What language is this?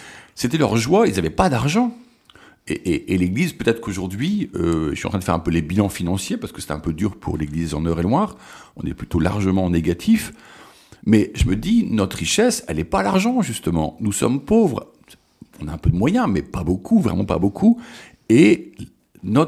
French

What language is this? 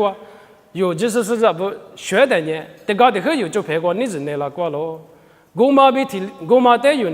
Lisu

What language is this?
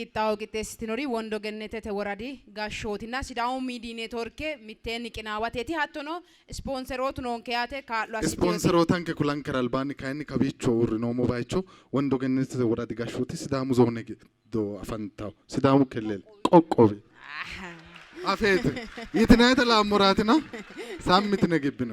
Sidamo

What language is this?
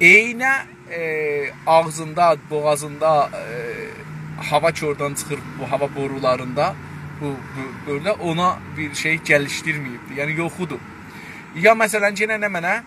South Azerbaijani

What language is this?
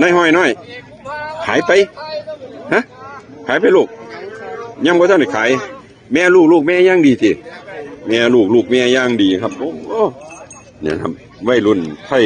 Northeastern Thai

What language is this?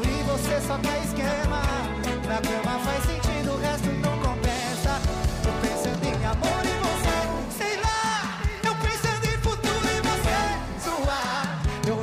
Portuguese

